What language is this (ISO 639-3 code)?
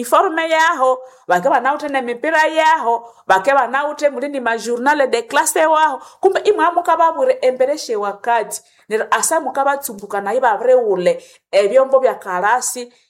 nnb